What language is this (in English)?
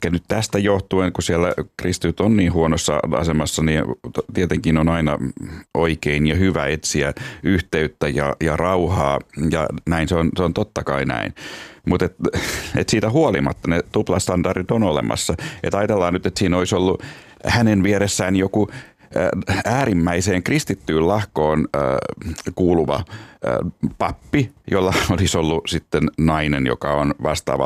Finnish